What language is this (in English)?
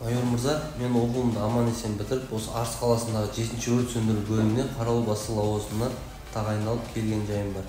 Kazakh